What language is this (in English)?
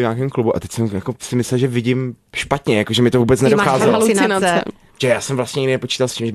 Czech